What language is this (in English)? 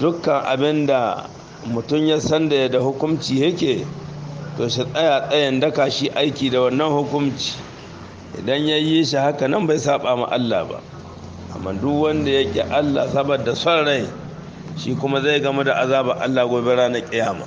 Hausa